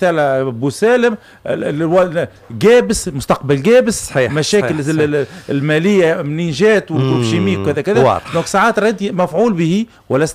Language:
Tunisian Arabic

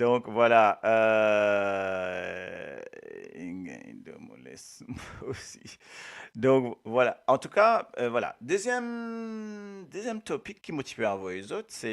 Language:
Morisyen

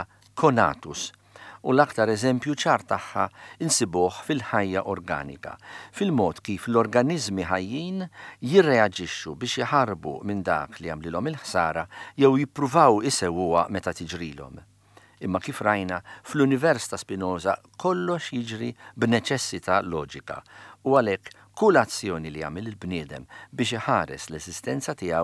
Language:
Maltese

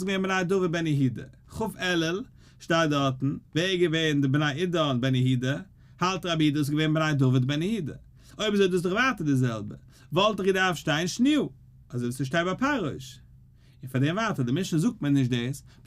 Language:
Yiddish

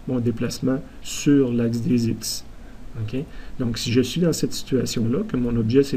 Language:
French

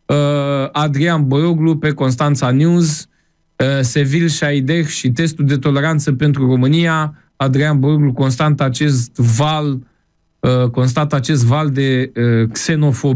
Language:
Romanian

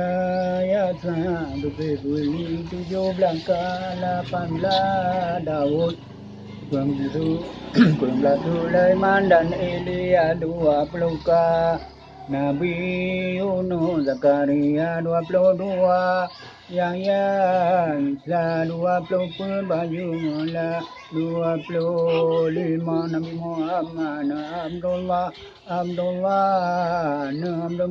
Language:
Achinese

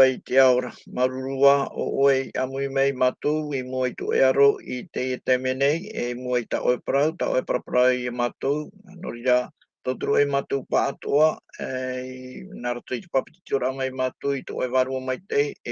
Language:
Tahitian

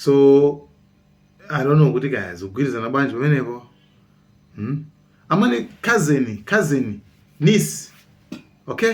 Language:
Nyanja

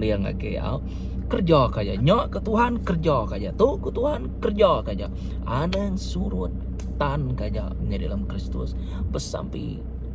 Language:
Iban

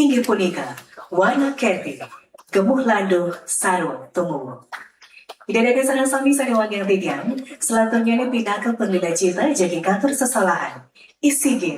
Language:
Balinese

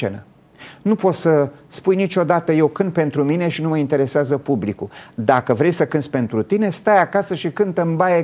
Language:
Romanian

